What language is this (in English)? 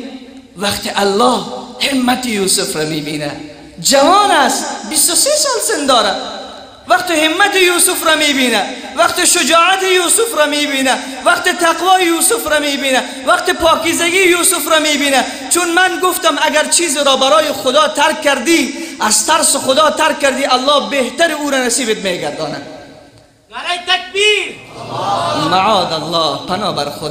Persian